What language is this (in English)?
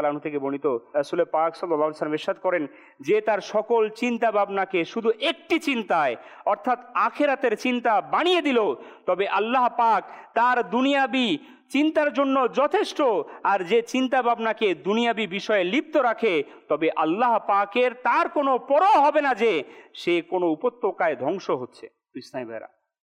Bangla